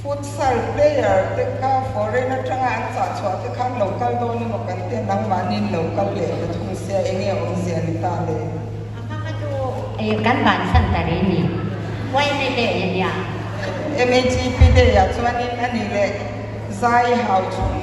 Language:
Mizo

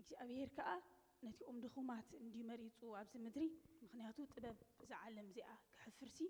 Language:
Tigrinya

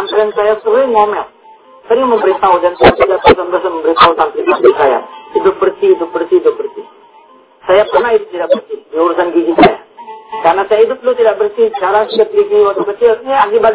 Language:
Indonesian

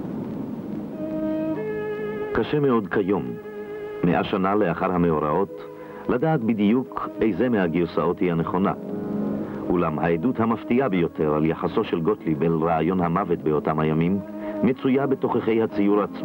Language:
Hebrew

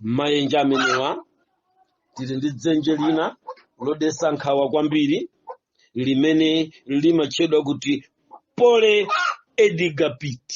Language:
Nyanja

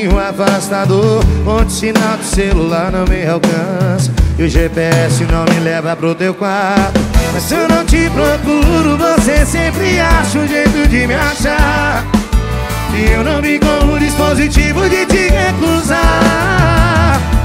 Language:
Portuguese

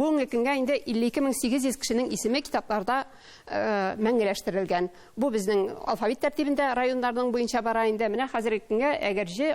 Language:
Tatar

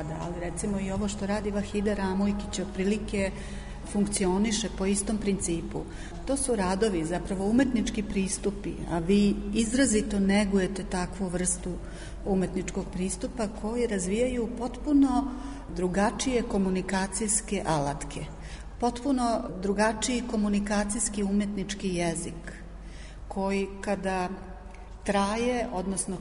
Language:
Serbian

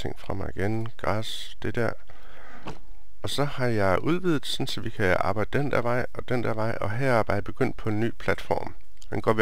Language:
Danish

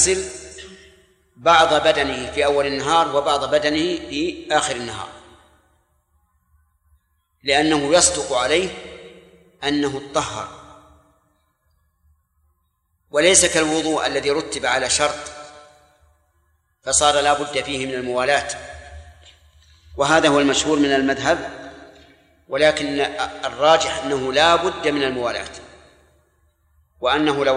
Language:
Arabic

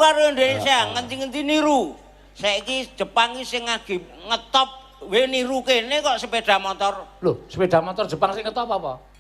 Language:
Javanese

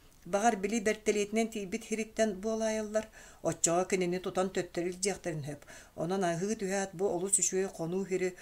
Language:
Yakut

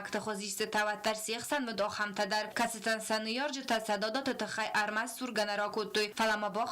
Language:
Ossetic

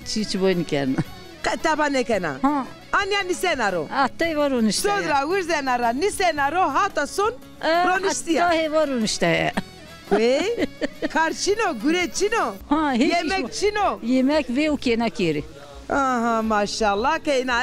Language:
Zaza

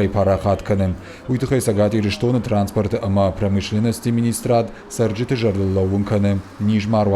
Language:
Ossetic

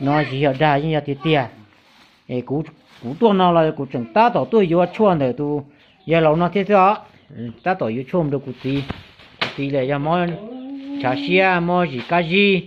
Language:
Hmong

